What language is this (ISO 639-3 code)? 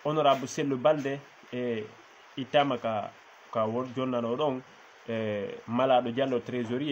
ful